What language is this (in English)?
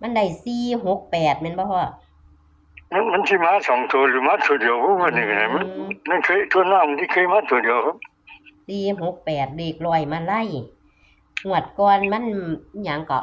Northeastern Thai